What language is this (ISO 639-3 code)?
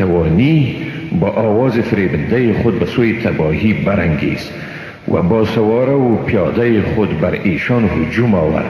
fas